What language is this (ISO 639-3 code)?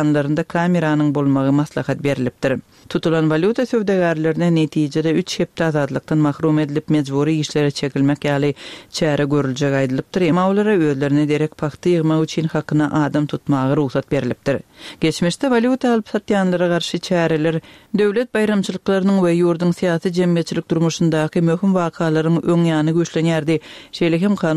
tuk